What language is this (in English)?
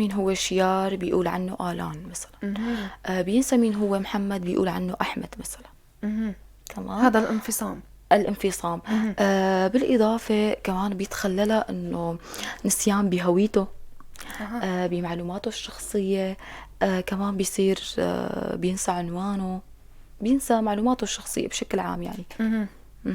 North Levantine Arabic